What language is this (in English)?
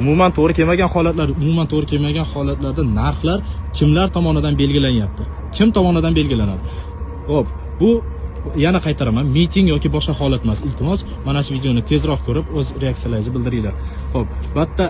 Uzbek